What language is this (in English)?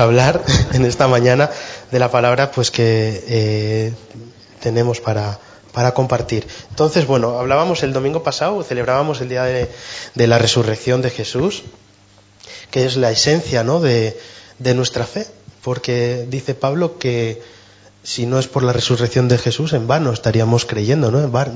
Spanish